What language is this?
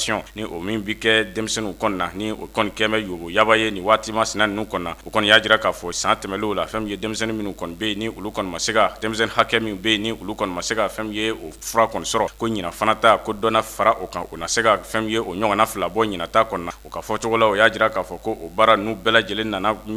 Bambara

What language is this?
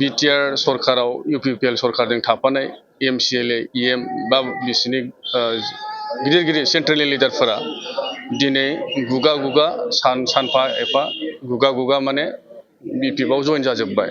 Bodo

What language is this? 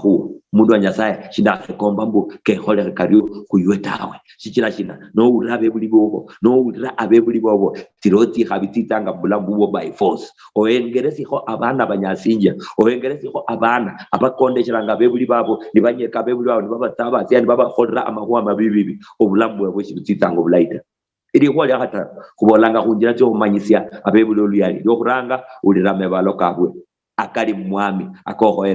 Luyia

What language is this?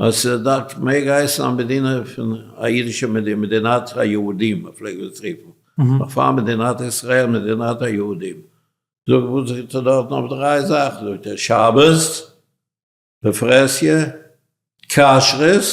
Yiddish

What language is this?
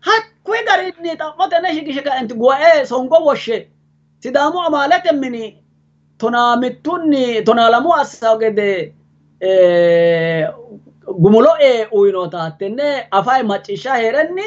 Sidamo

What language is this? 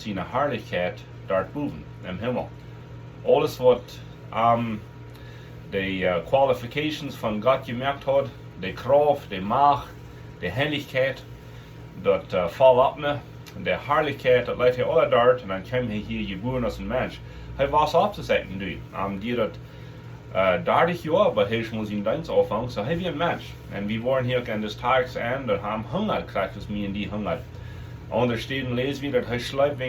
Plautdietsch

